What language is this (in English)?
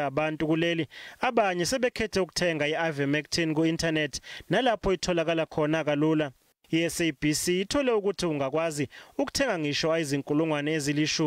Zulu